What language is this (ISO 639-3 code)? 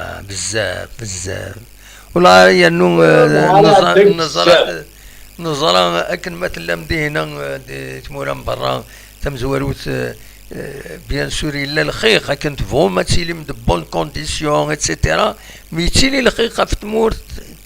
kab